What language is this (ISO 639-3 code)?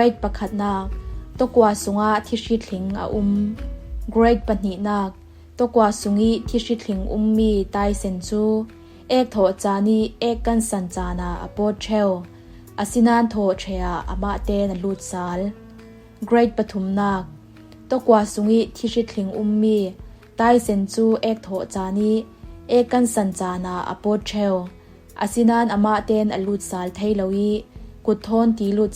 cfm